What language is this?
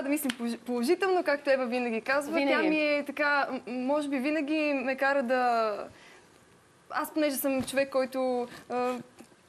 Bulgarian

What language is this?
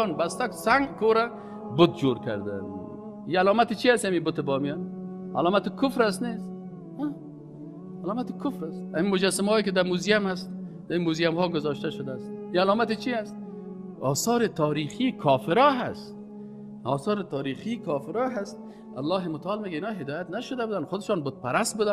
Persian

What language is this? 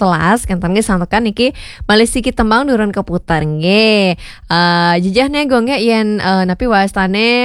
Balinese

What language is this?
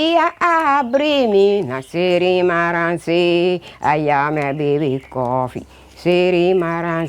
Papiamento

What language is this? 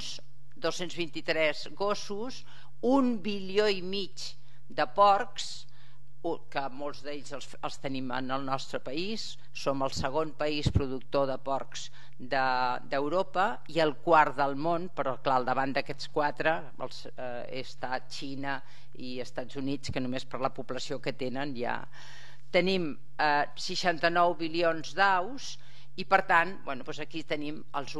Catalan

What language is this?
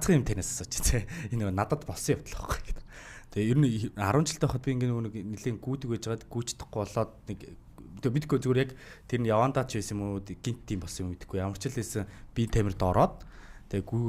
Mongolian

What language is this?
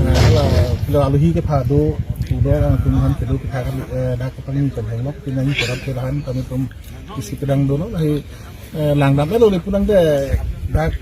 Karbi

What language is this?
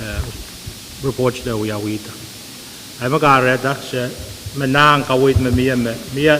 Pohnpeian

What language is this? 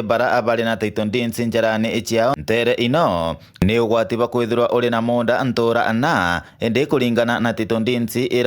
Meru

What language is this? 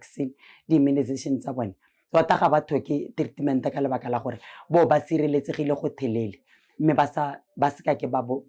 Tswana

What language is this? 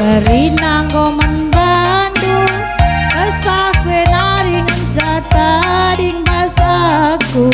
Batak Karo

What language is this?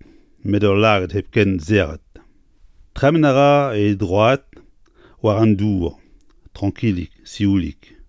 Breton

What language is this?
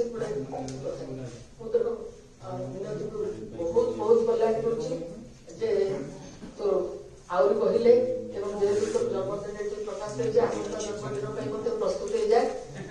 Odia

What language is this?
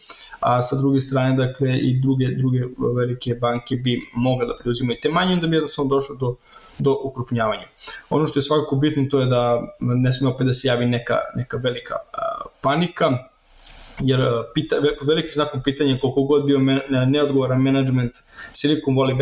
Serbian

